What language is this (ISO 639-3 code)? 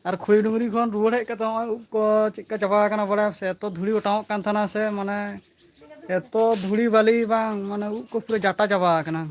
sat